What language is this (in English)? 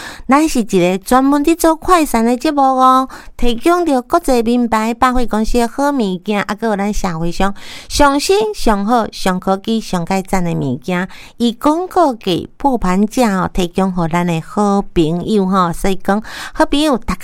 Min Nan Chinese